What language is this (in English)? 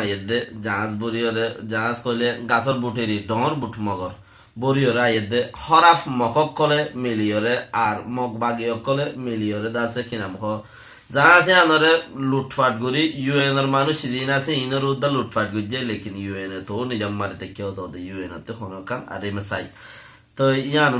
Rohingya